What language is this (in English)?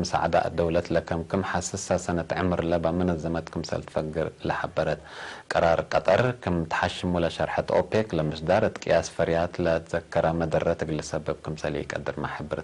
Tigre